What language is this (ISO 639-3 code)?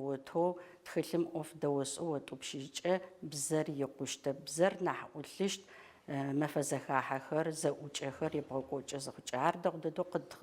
ady